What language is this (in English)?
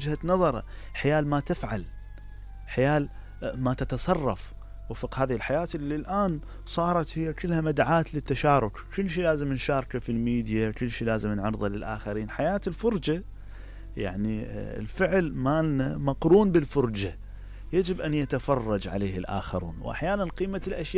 Mesopotamian Arabic